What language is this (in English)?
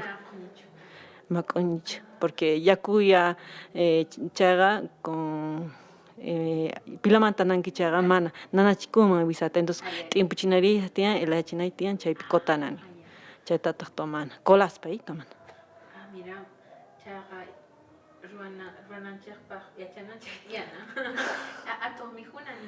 Quechua